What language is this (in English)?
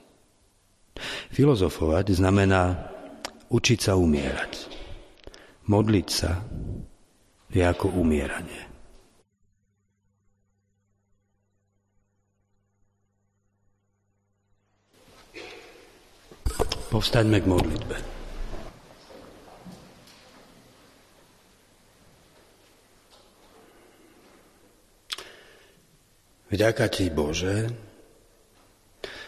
Slovak